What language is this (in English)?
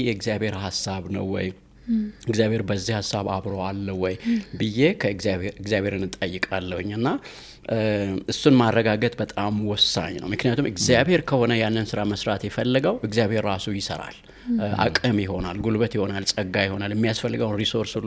Amharic